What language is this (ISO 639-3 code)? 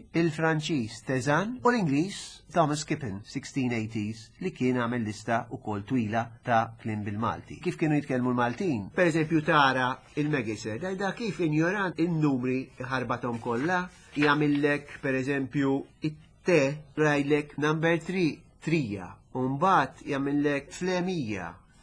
mlt